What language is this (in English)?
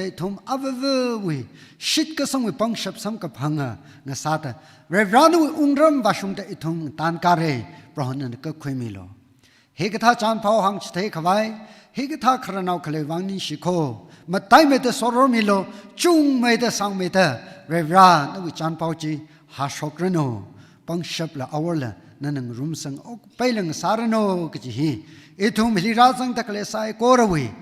Tangkhul Naga (India)